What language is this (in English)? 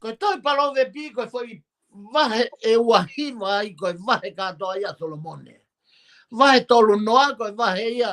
Tongan